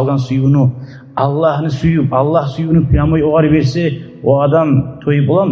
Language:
Kumyk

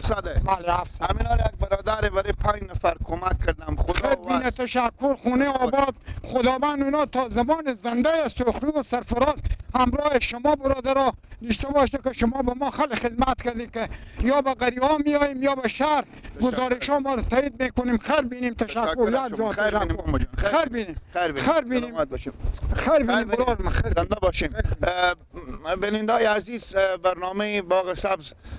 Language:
Persian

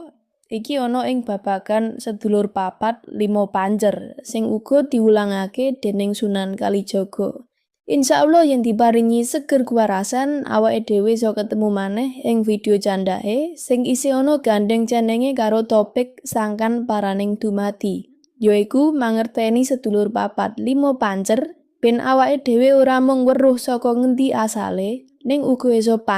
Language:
Javanese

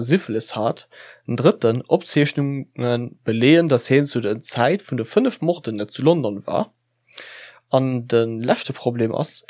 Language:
Luxembourgish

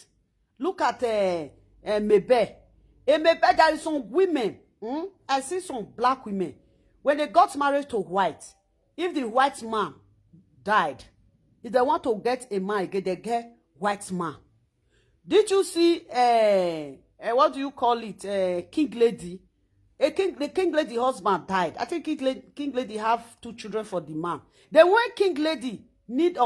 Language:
Nigerian Pidgin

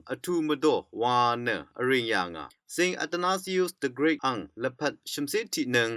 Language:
Rawang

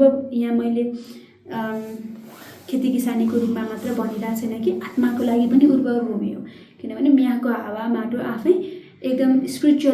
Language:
Nepali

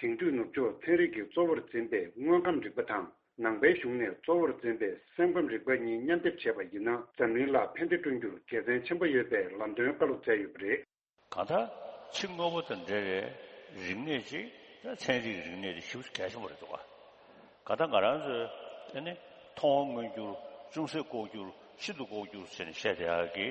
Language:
Tibetan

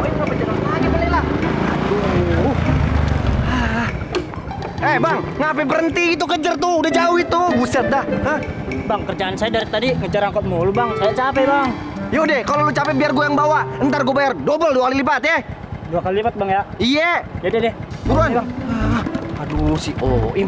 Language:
Betawi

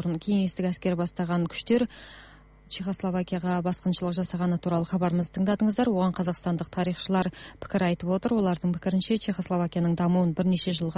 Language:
Kazakh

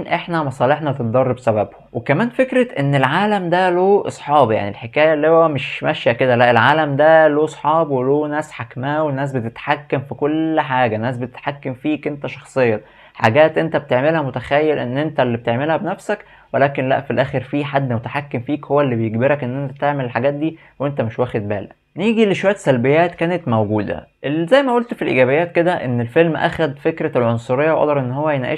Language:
Egyptian Arabic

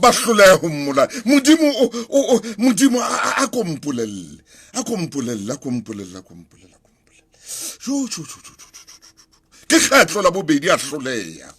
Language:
Southern Sotho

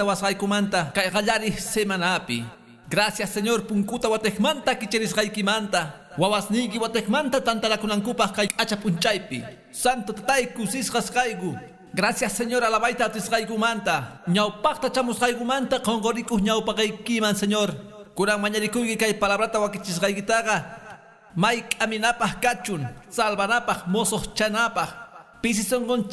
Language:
Quechua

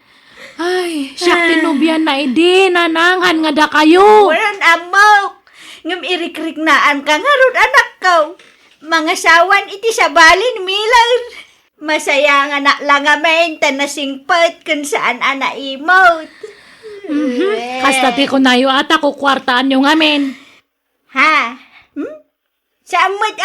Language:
Iloko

